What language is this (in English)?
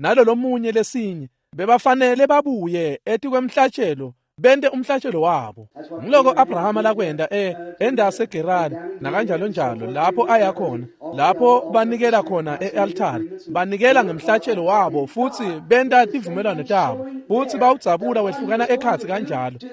Swati